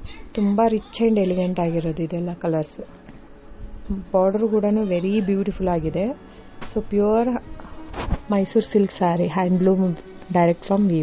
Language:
Kannada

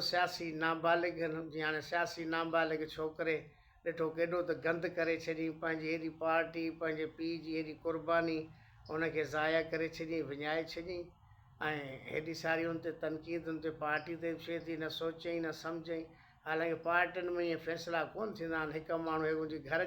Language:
Sindhi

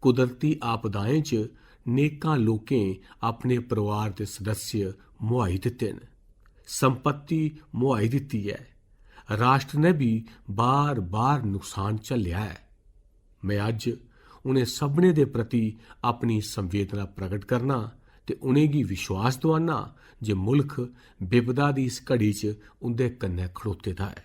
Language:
Dogri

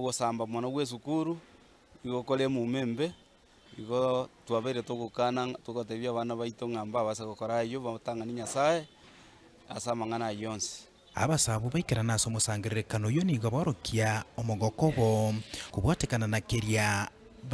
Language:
Gusii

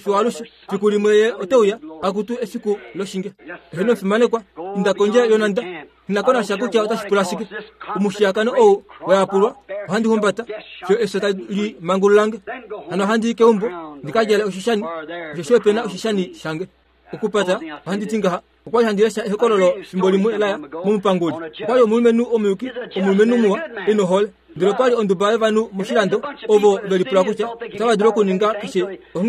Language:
Kuanyama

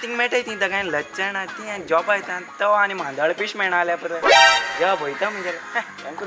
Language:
Konkani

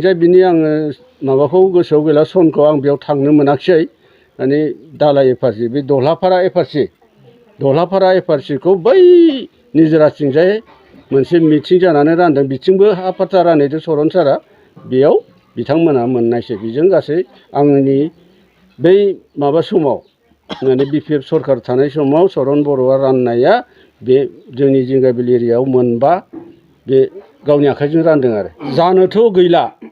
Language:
Bodo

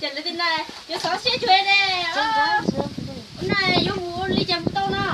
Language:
Hmong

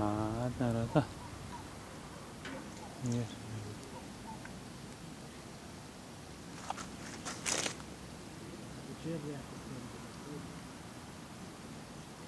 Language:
Romanian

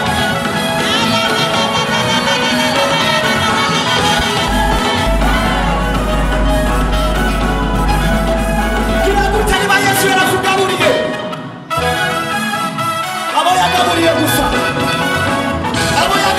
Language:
Kinyarwanda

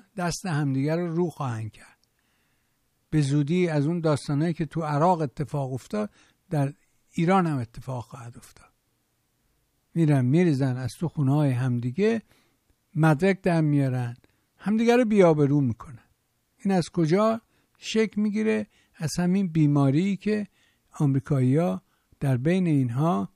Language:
Persian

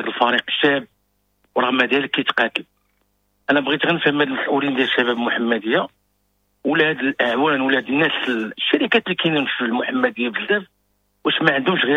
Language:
Moroccan Arabic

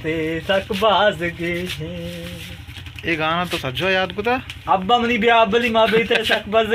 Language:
Baluchi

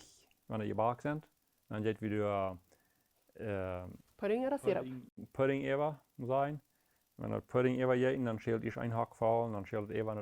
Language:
Plautdietsch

